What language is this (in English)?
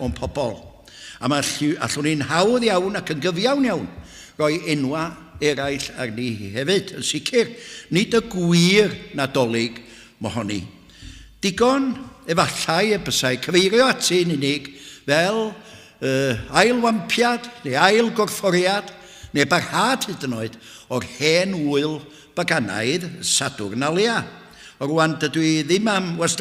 Welsh